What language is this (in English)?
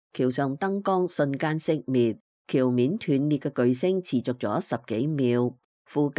Cantonese